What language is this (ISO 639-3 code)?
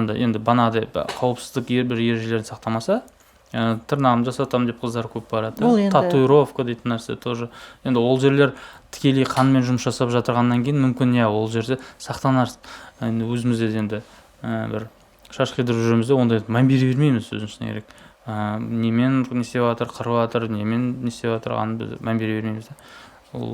kaz